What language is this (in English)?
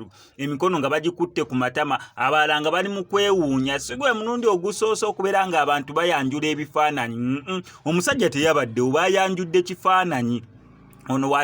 Ganda